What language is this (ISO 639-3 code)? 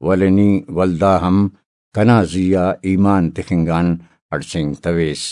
brh